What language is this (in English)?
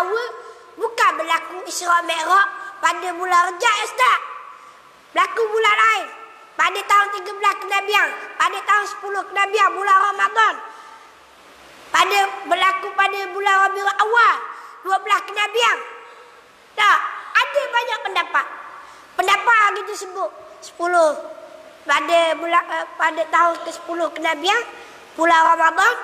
Malay